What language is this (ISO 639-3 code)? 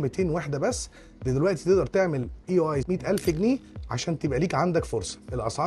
arz